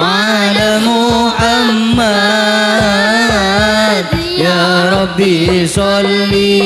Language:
Madurese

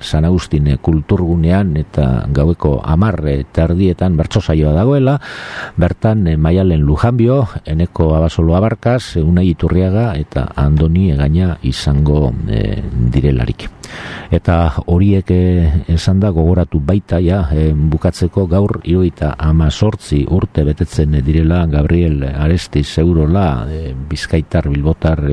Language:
Basque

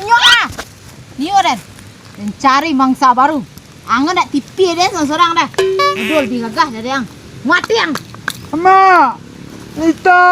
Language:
Minangkabau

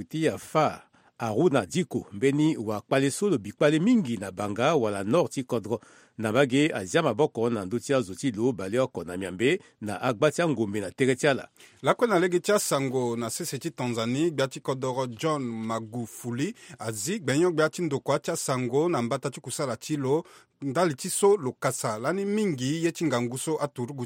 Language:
Sango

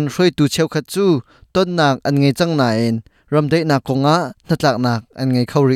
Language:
Hakha Chin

